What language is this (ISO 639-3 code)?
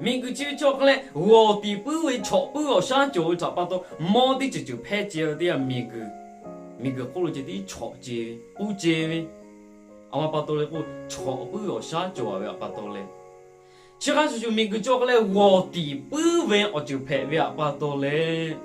lhu